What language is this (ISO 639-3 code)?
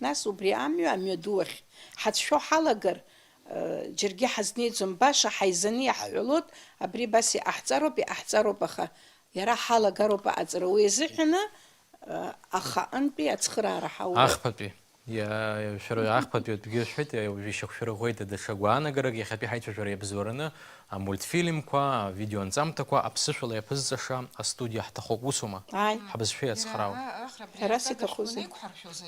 abk